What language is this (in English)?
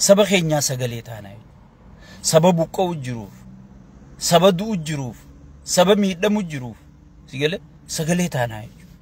Oromo